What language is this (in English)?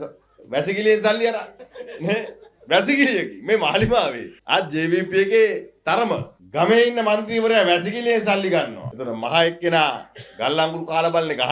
Sinhala